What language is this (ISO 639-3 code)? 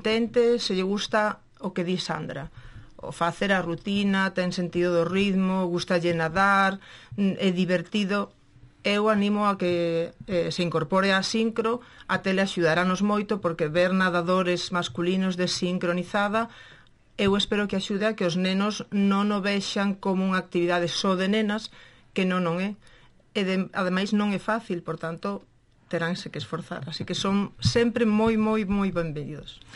glg